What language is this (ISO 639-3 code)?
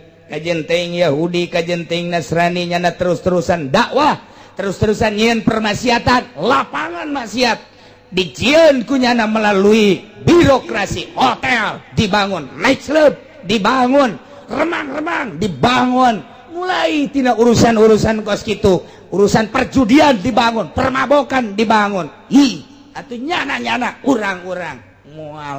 sun